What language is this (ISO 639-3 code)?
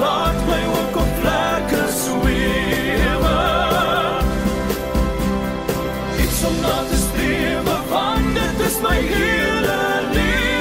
afr